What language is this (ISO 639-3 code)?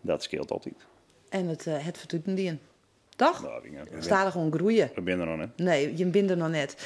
fry